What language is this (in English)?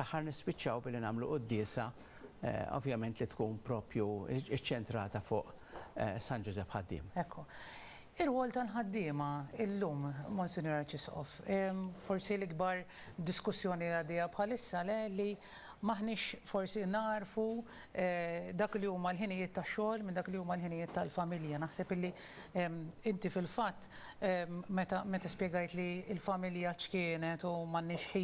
Maltese